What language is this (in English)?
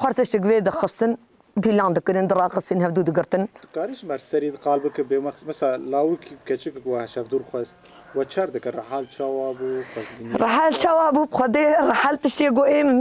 Kurdish